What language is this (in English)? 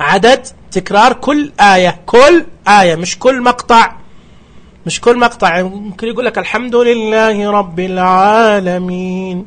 Najdi Arabic